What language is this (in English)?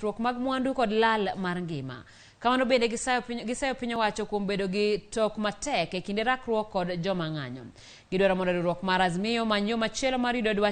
Luo (Kenya and Tanzania)